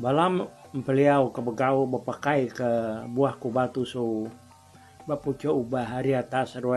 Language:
Iban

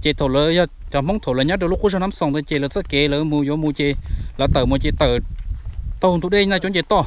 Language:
Hmong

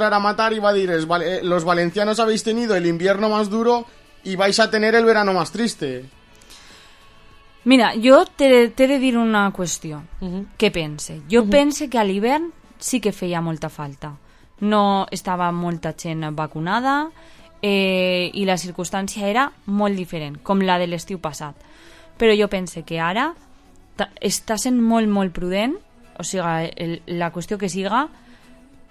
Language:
Catalan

